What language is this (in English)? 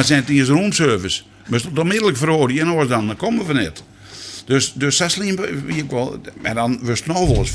Western Frisian